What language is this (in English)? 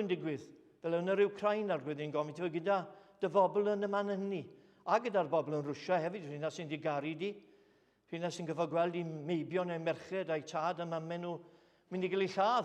Welsh